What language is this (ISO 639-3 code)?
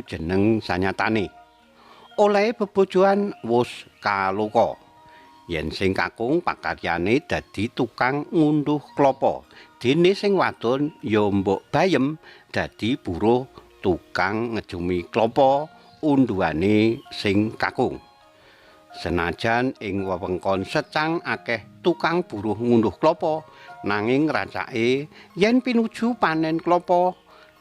jav